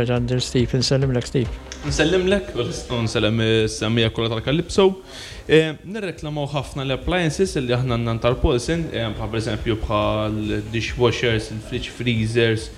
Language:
Maltese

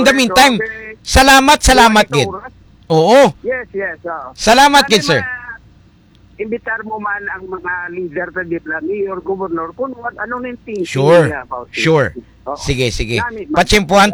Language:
Hiligaynon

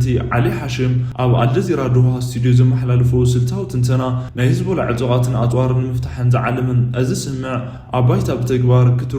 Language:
Tigrinya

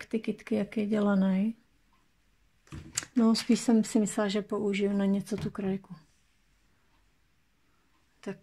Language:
Czech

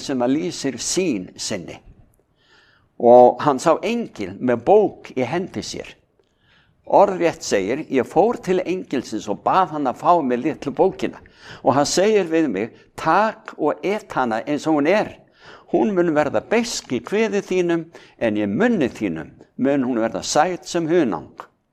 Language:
Icelandic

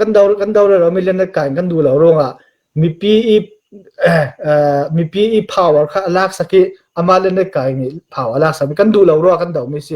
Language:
Falam Chin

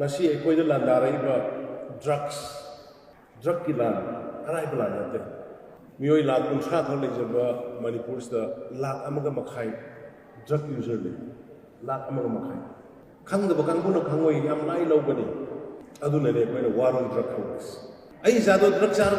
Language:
Manipuri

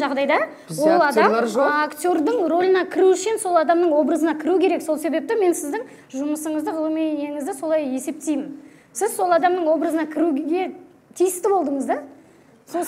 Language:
Kazakh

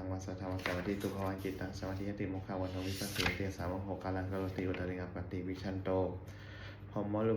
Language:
Pali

